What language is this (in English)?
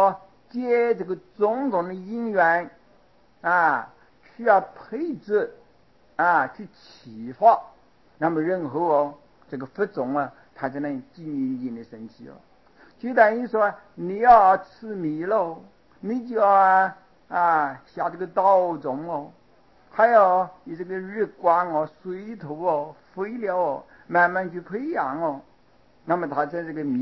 Chinese